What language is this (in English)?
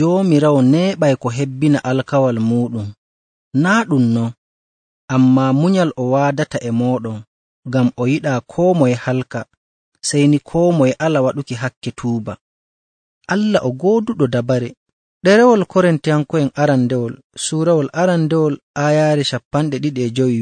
Nigerian Fulfulde